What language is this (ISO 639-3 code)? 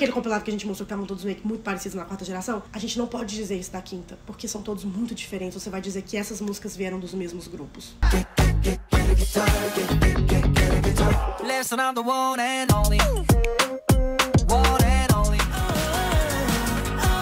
por